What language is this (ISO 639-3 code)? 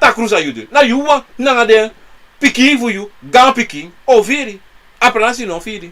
srn